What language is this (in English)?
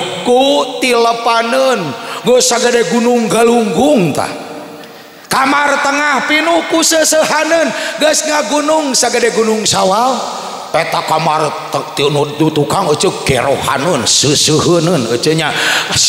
Sundanese